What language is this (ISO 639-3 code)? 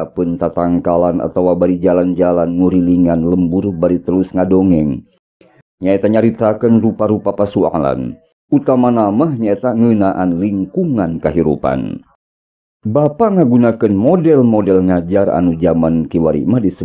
sun